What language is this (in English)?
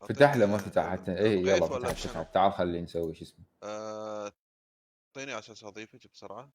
Mesopotamian Arabic